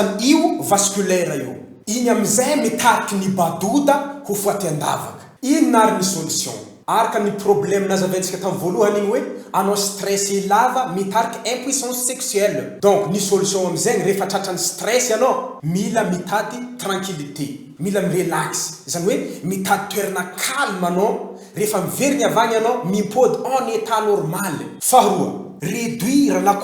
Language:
Malagasy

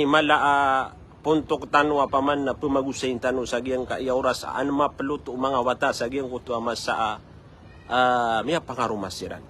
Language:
Maranao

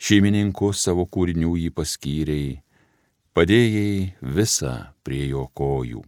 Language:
Lithuanian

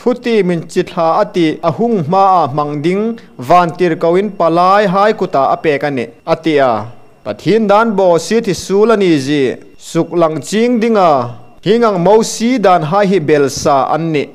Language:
Hmar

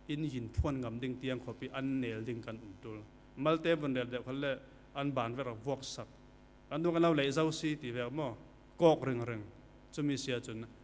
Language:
Falam Chin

